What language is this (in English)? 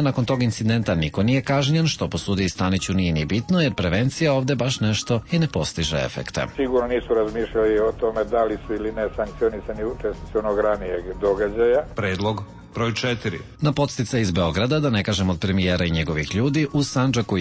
Serbian